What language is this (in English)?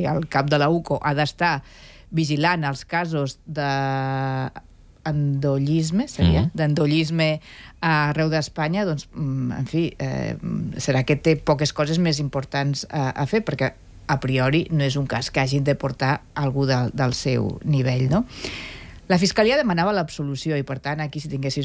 Catalan